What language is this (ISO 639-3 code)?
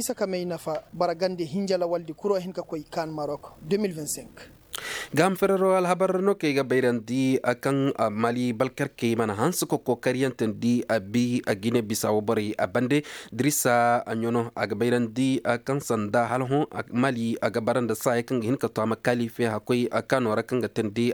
ses